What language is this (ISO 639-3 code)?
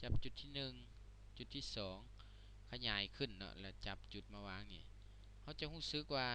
lao